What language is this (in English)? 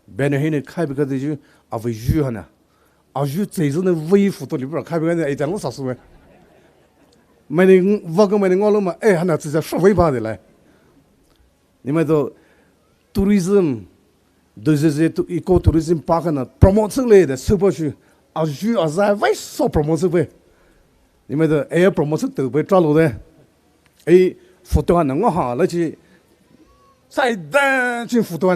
Poumei Naga